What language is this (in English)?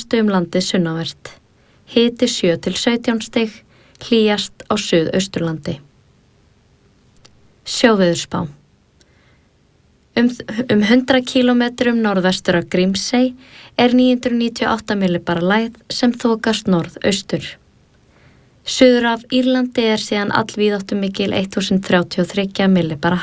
Icelandic